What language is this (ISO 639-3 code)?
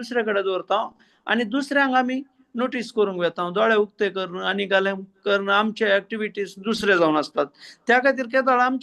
kok